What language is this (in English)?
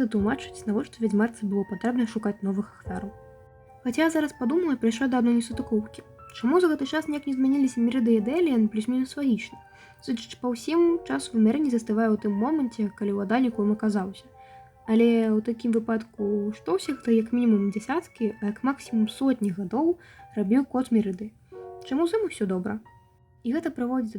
Belarusian